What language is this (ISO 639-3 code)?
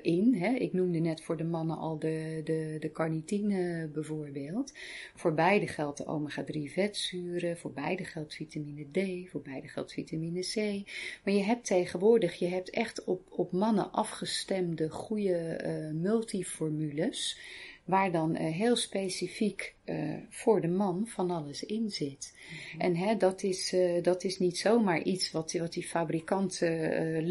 nld